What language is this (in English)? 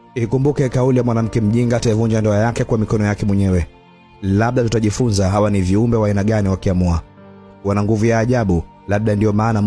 Swahili